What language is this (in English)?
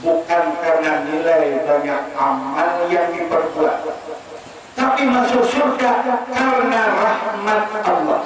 Banjar